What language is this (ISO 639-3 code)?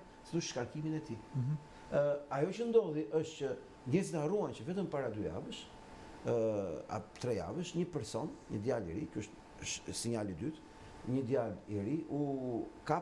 sqi